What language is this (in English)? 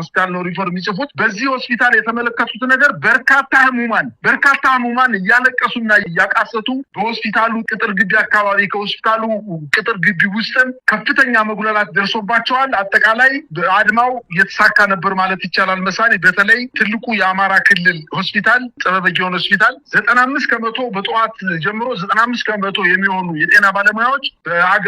Amharic